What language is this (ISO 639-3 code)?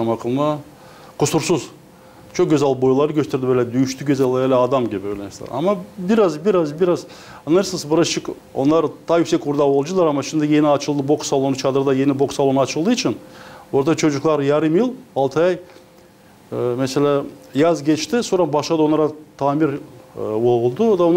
gag